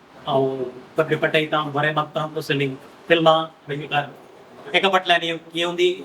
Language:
Konkani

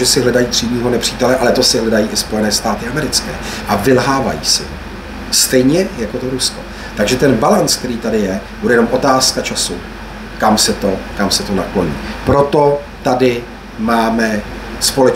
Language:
Czech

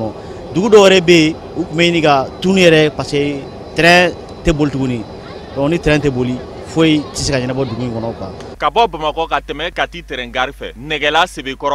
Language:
Bambara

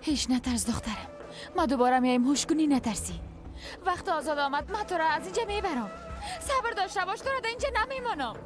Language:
Persian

